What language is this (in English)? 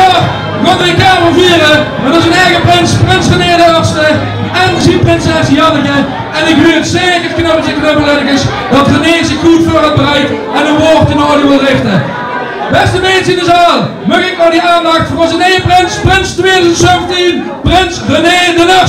Limburgish